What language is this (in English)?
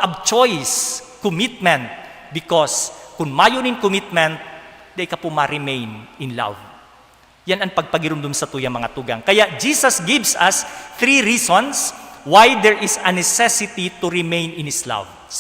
Bikol